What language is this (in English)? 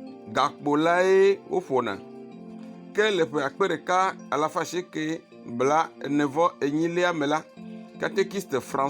Ewe